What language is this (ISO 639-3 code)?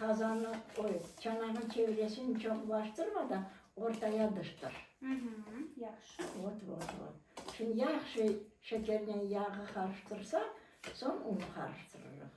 crh